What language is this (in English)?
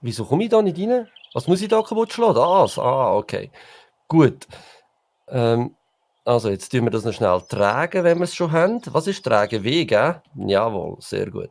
Swiss German